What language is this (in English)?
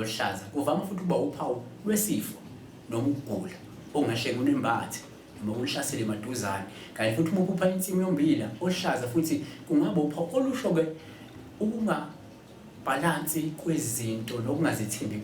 Zulu